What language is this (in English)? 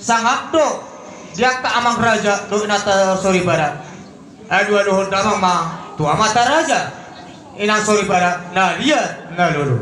Batak Toba